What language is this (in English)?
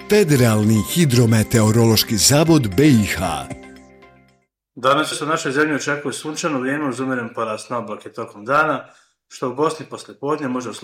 Bosnian